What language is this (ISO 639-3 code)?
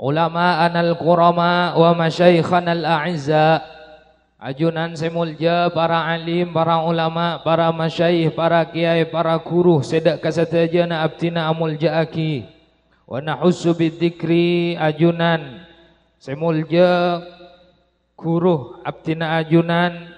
mad